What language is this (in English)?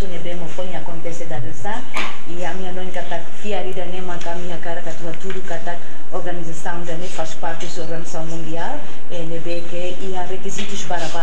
Tetum